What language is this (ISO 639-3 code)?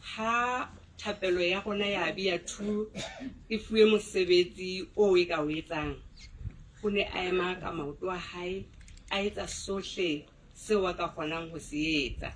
sot